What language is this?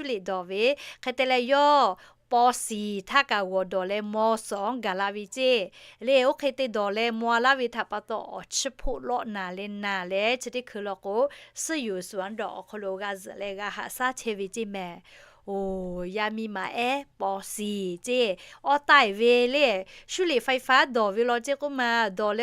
Lahu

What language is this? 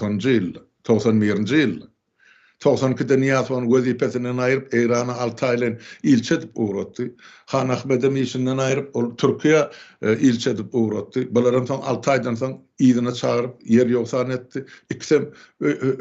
Turkmen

